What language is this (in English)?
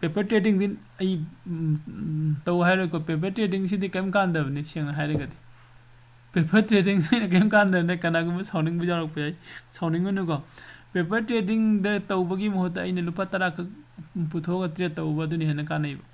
Manipuri